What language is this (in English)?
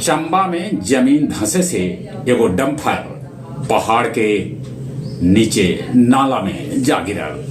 Magahi